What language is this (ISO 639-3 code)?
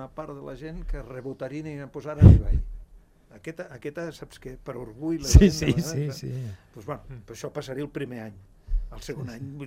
cat